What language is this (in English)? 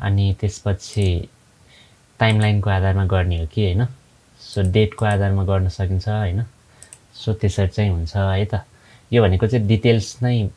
Nepali